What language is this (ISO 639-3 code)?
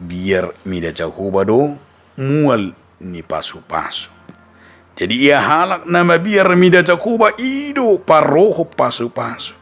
bbc